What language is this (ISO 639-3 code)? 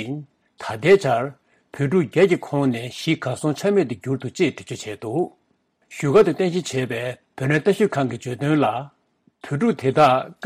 bod